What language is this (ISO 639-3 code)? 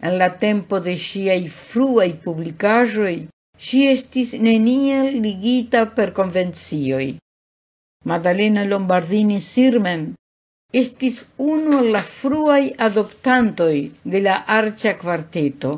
epo